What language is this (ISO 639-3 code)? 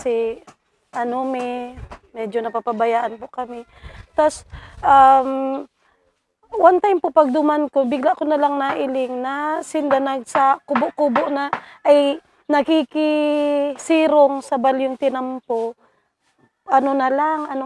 bik